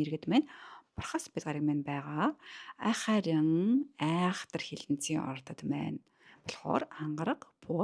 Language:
Mongolian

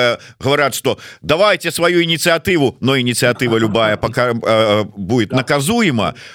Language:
Belarusian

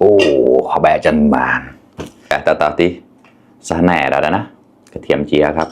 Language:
Mon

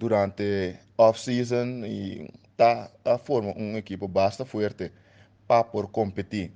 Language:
Papiamento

